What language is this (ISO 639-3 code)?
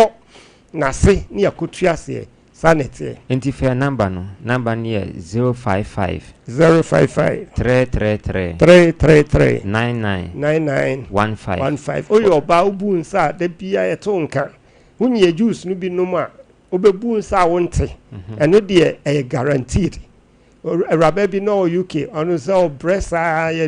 aka